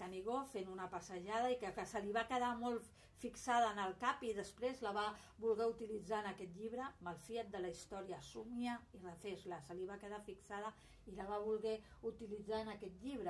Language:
Catalan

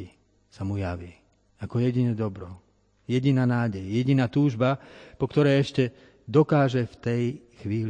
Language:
Slovak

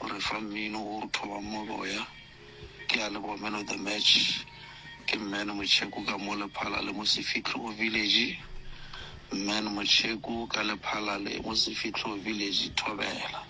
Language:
Northern Sotho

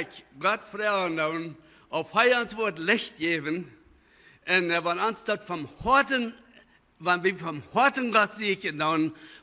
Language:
Plautdietsch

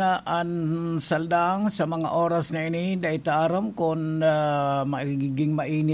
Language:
Bikol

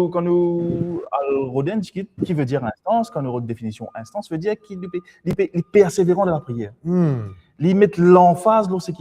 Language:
Morisyen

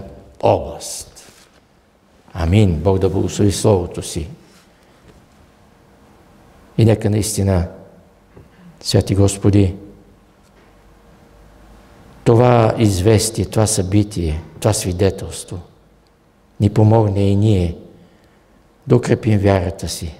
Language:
Bulgarian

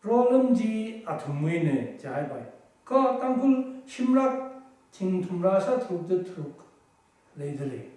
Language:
Tangkhul Naga (India)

